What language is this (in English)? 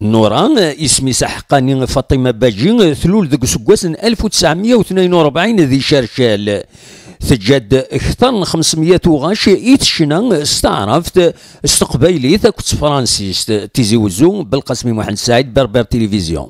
Kabyle